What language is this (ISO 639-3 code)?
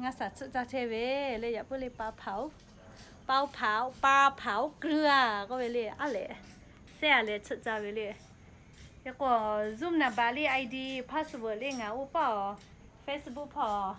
lhu